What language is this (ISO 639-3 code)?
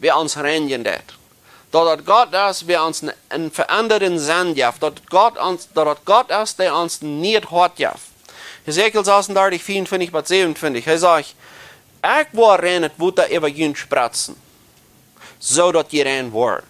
pdt